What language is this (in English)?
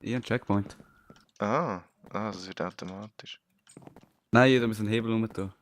Swiss German